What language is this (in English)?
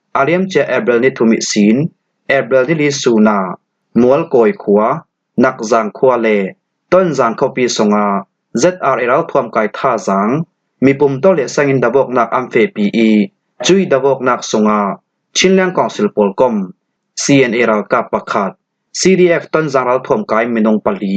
Falam Chin